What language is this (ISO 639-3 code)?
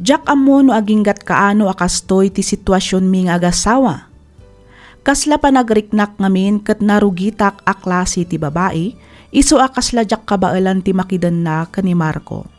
ilo